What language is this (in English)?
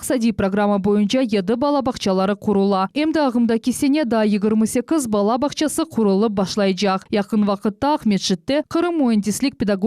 Crimean Tatar